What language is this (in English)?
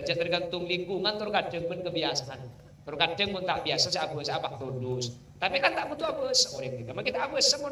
Madurese